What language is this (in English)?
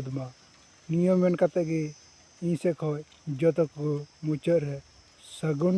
Santali